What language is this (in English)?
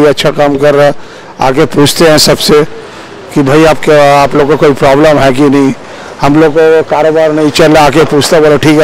Telugu